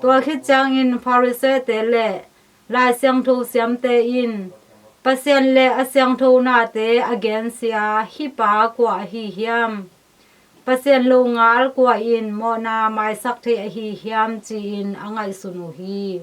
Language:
Tedim Chin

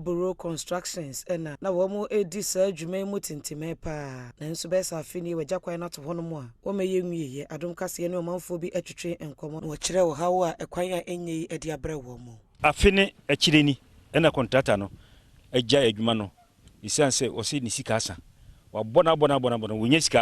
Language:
Akan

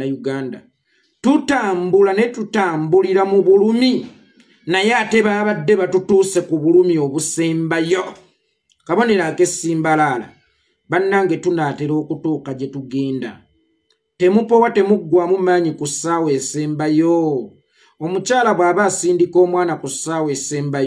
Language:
Ganda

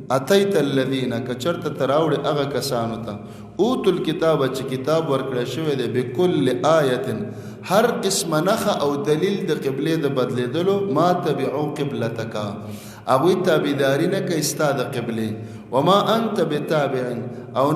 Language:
Pashto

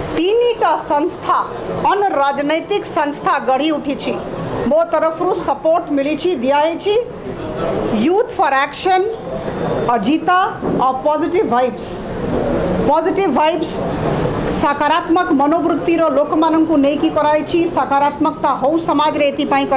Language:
Odia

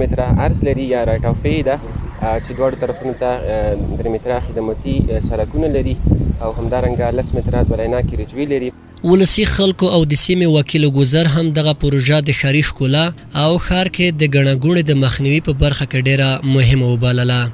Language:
Pashto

